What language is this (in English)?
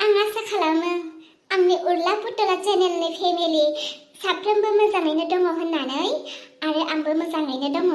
Bodo